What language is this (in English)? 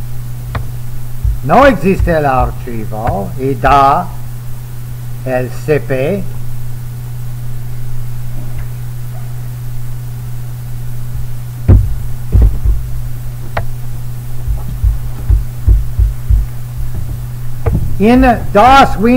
Spanish